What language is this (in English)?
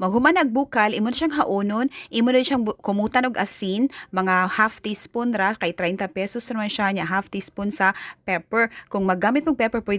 Cebuano